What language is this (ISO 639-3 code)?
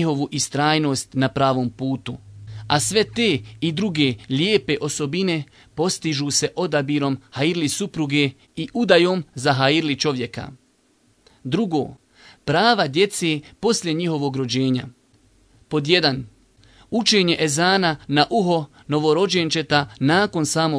bos